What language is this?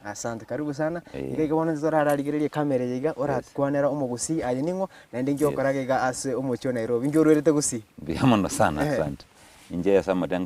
Gusii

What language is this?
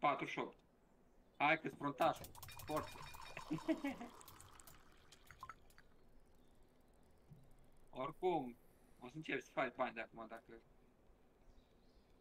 Romanian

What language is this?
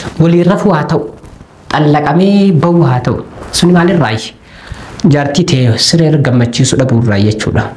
Oromo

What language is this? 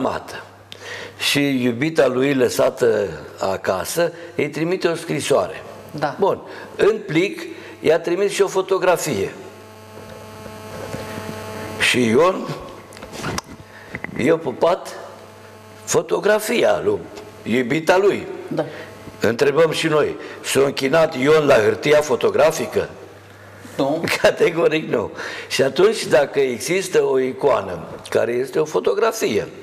Romanian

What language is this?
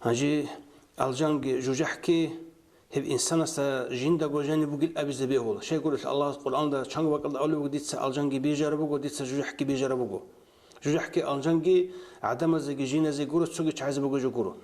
Avaric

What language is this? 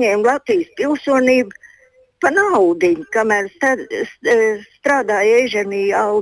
Latvian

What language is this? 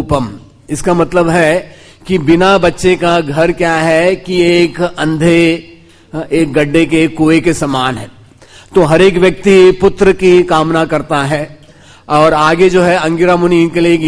Hindi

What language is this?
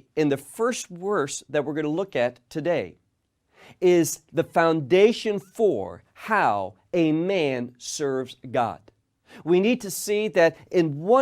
English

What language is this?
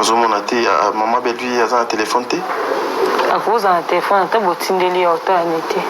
Lingala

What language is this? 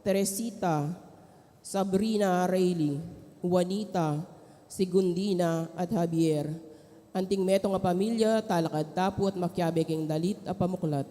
Pampanga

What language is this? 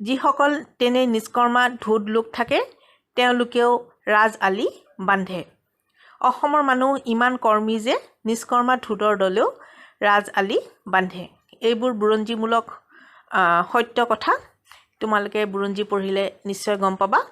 Assamese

